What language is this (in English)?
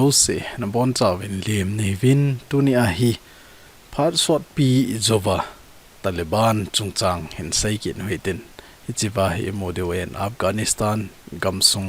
Thado Chin